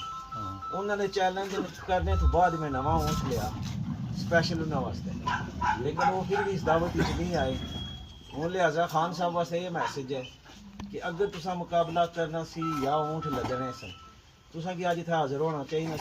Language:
Pahari-Potwari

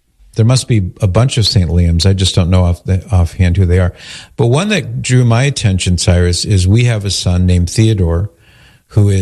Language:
English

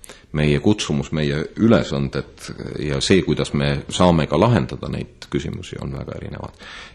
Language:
Estonian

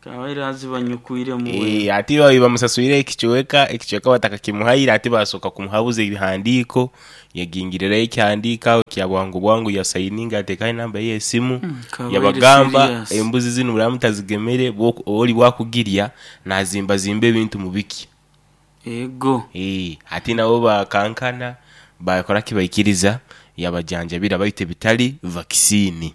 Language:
Nyoro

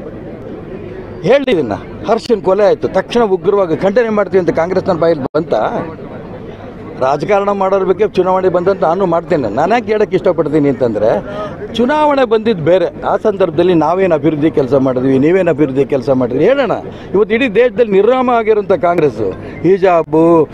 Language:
Kannada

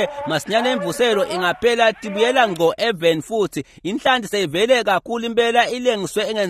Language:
Swati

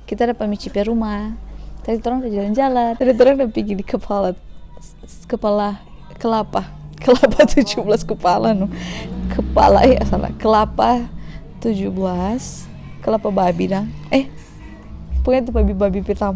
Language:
Manado Malay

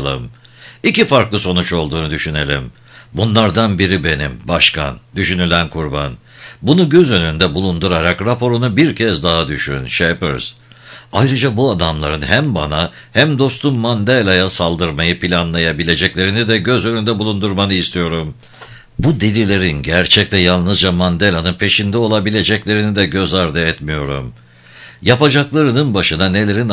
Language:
Turkish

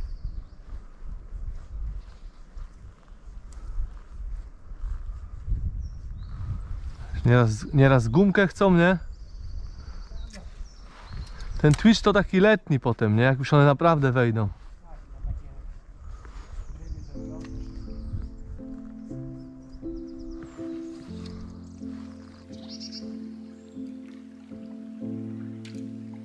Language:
Polish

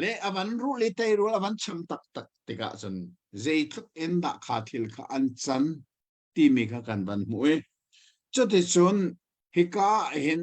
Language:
Hakha Chin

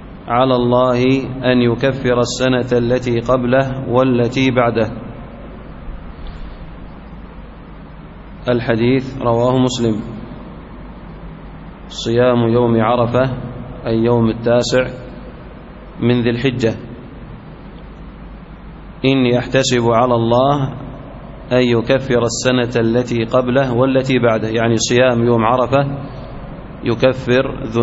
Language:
Arabic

